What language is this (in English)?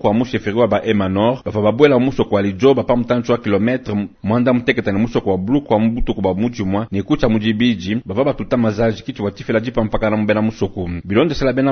Luba-Lulua